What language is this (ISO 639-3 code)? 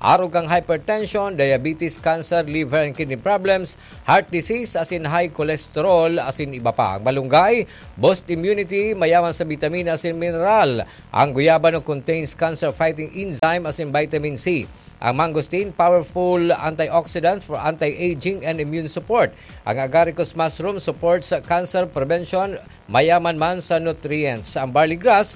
bik